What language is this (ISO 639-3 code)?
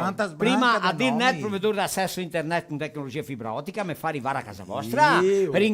vec